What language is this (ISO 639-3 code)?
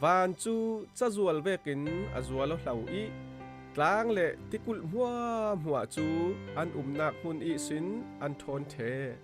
cfm